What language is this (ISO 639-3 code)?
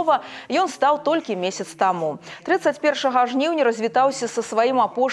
bel